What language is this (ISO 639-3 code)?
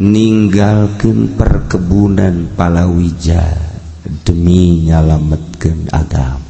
sun